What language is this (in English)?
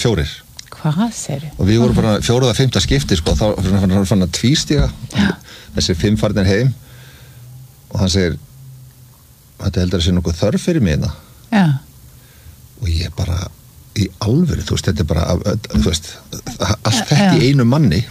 Icelandic